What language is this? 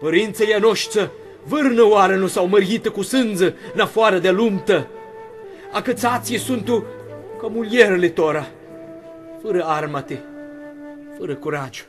Aromanian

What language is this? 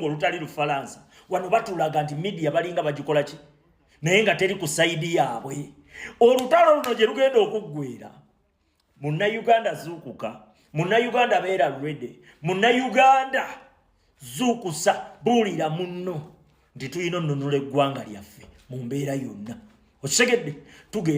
Ganda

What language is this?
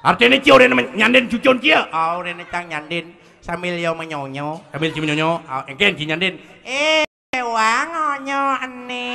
Balinese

